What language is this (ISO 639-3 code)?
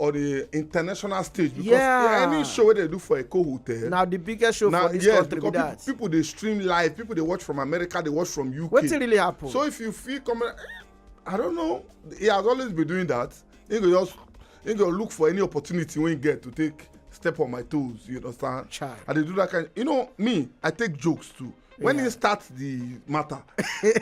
pcm